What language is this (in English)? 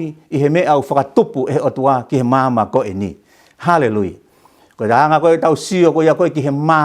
Tongan